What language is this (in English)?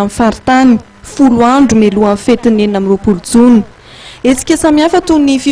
Malagasy